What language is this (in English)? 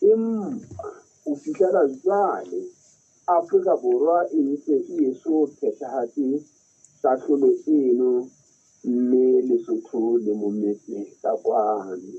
Southern Sotho